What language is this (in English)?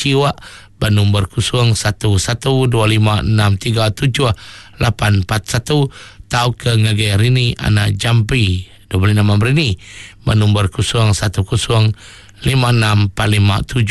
Iban